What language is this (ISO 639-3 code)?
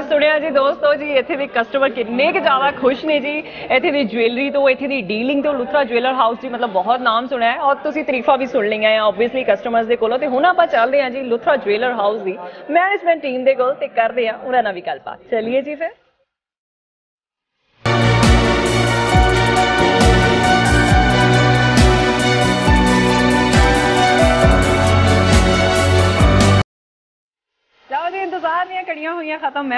pan